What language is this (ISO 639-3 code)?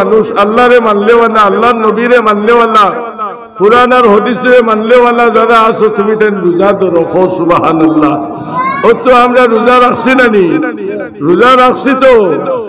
syl